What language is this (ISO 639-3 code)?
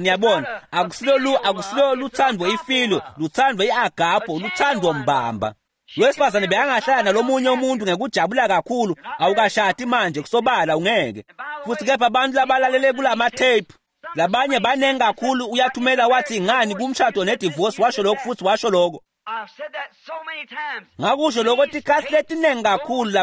ssw